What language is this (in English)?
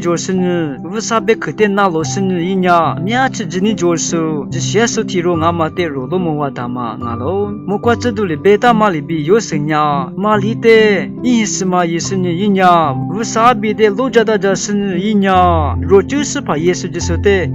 Lisu